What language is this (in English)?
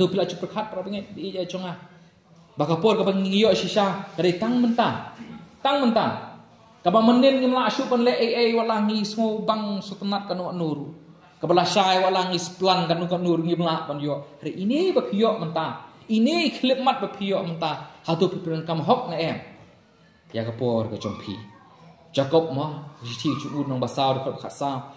Khasi